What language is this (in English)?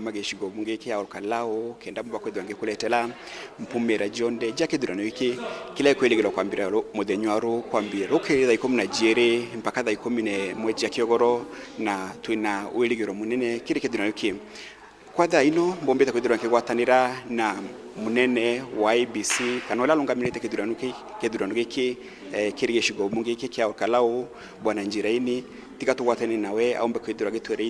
Meru